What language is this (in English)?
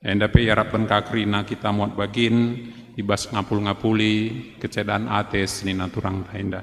Batak Karo